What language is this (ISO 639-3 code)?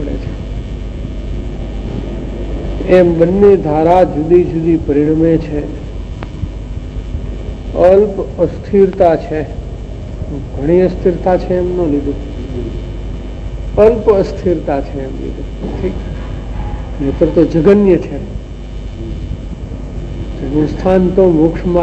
guj